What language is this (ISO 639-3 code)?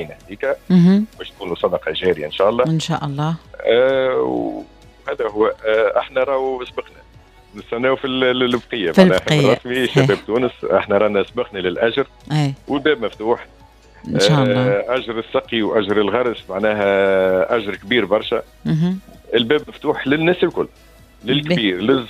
aeb